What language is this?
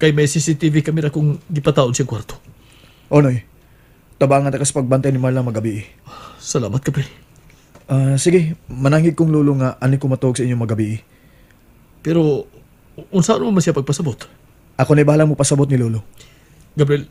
Cebuano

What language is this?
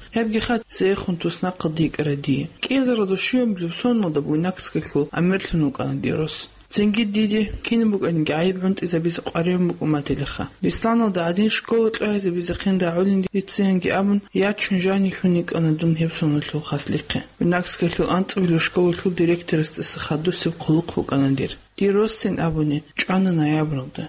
Avaric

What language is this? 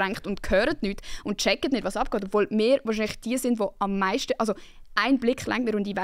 Swiss German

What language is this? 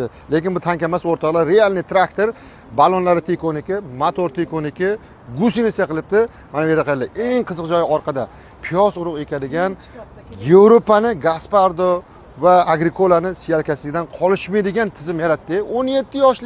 Uzbek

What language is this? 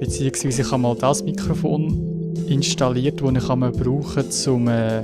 Swiss German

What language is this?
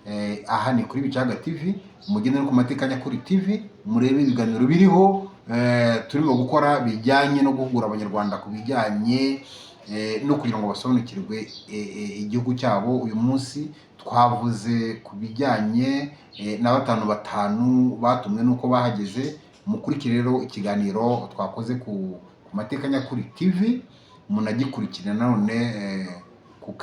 Kinyarwanda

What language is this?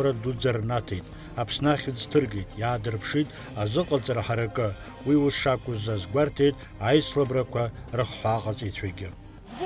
Abkhazian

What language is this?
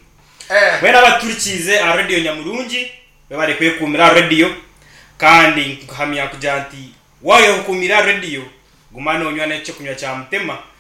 Nyankole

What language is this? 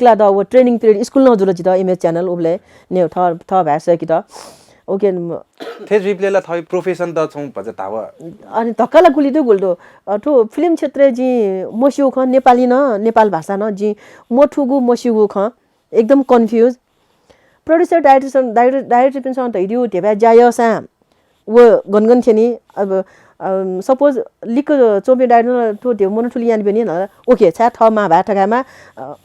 Newari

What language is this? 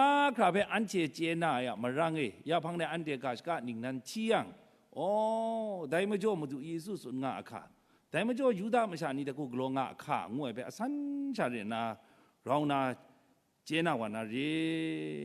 Kachin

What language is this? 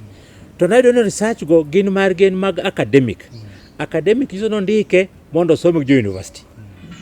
Luo (Kenya and Tanzania)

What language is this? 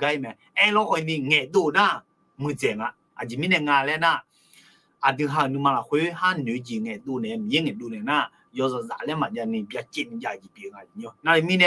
Akha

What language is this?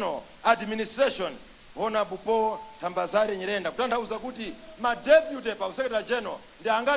Nyanja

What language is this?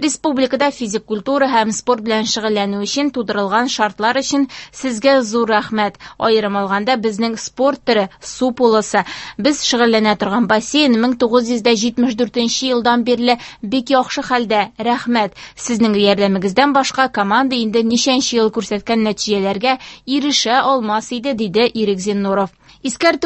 Tatar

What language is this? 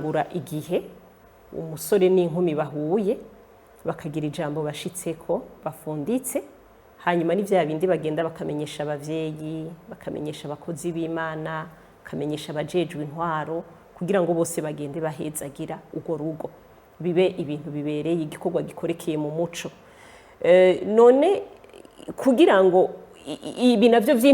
Rundi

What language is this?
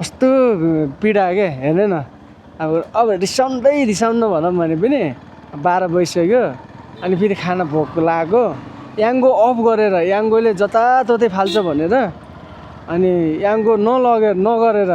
Nepali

